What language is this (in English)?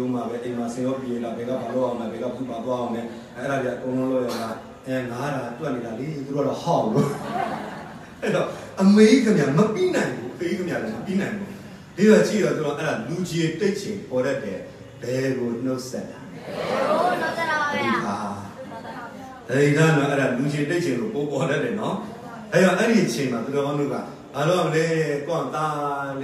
Burmese